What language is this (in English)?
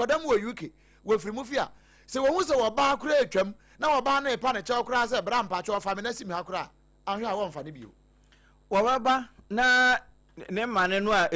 Akan